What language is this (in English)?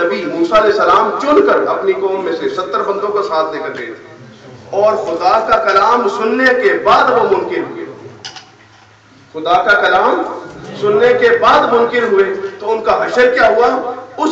Urdu